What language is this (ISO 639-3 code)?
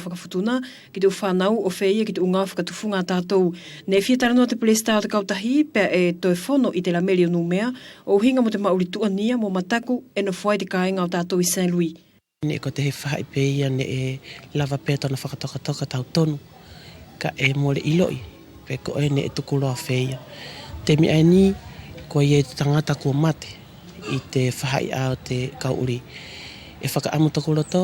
wls